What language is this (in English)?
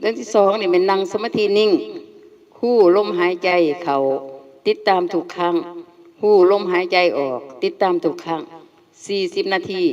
Northeastern Thai